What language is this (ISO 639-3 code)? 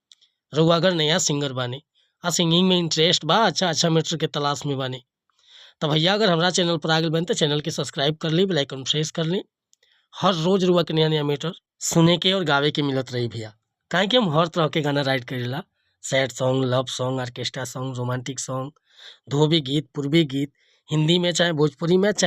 bho